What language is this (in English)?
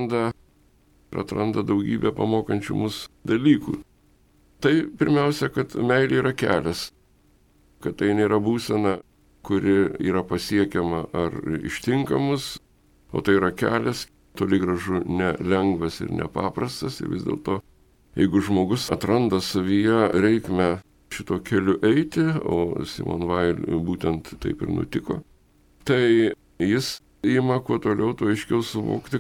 Lithuanian